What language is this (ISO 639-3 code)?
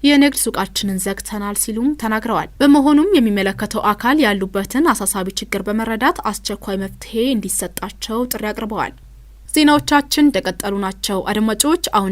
amh